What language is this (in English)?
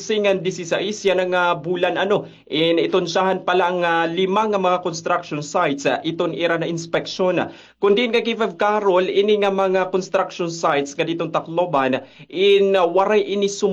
Waray